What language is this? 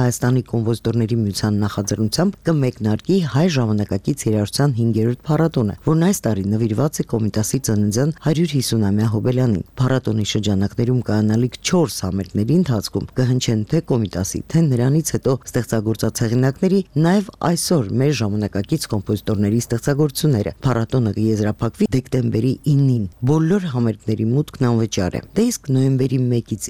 Armenian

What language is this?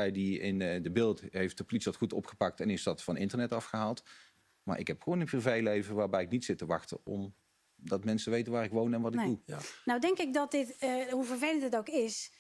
Dutch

